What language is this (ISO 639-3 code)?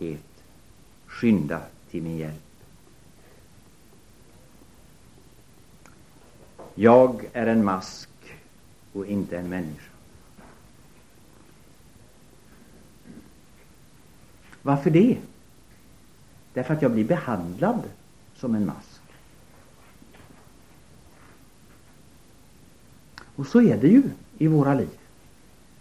swe